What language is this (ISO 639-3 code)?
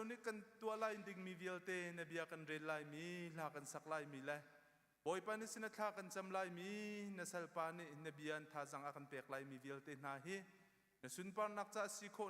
cnh